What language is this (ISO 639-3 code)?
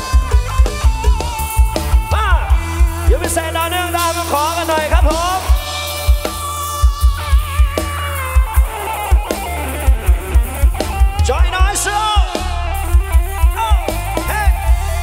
tha